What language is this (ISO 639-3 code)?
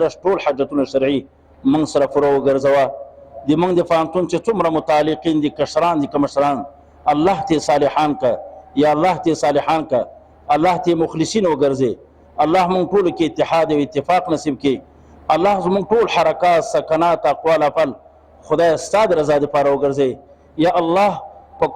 pus